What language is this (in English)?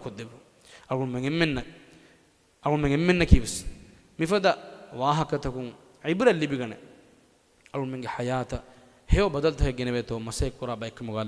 Divehi